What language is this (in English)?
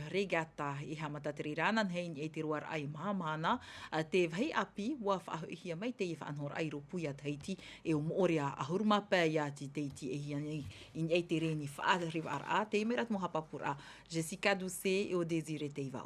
Tahitian